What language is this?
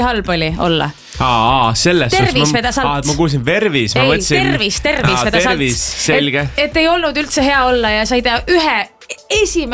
Estonian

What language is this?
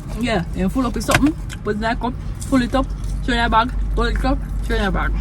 Jamaican Creole English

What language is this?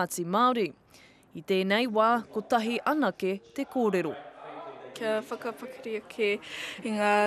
Māori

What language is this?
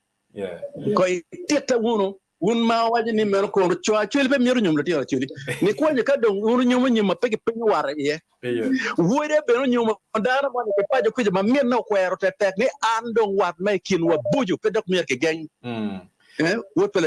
Acoli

